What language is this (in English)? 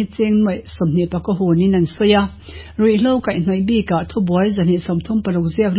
Mizo